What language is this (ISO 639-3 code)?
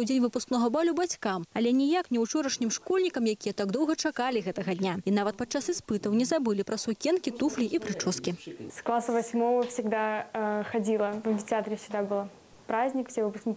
bel